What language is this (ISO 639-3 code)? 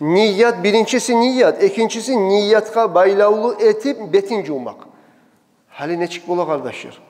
kum